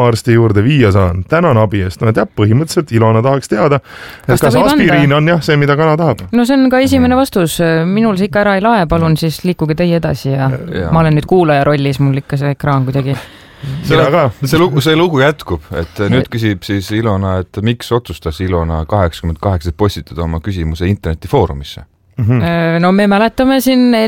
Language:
Estonian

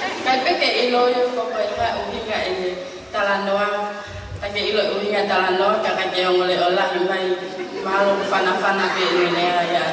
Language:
Tongan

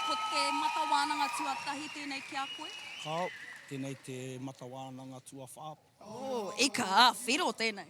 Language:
Māori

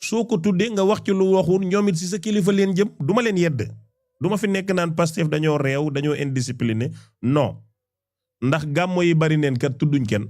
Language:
Wolof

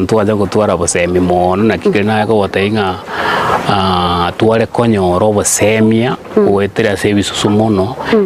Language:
Gusii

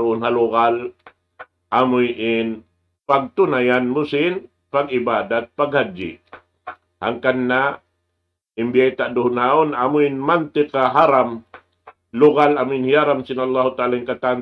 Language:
Tausug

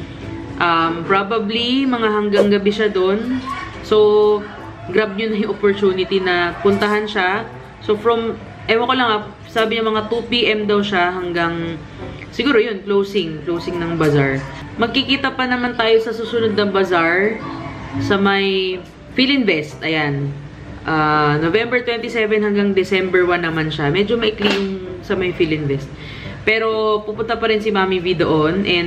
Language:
Filipino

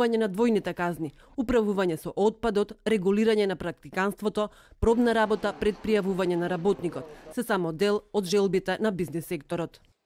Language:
Macedonian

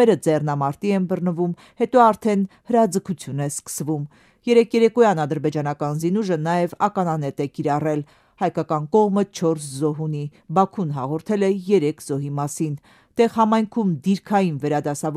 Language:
Armenian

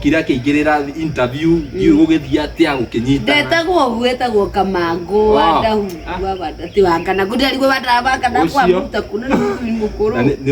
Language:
Kikuyu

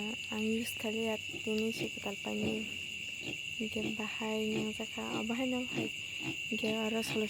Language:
Kok Borok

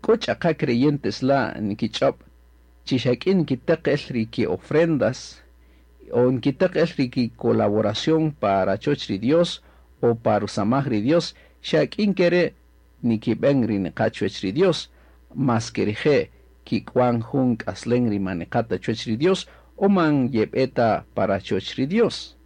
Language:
Kaqchikel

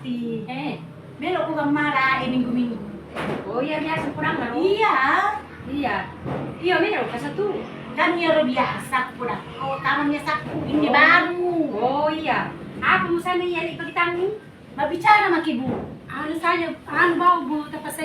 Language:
Buginese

